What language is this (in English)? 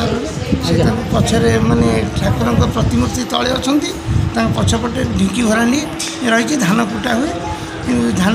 Odia